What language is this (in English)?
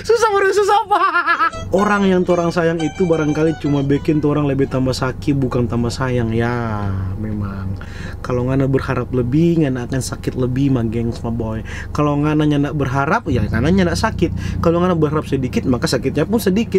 Manado Malay